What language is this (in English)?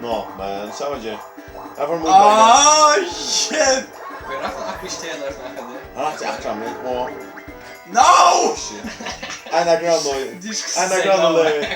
Faroese